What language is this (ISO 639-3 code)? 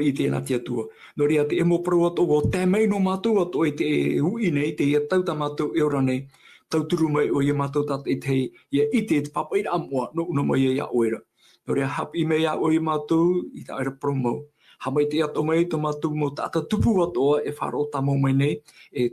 tah